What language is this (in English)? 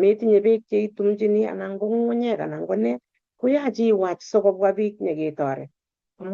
Kalenjin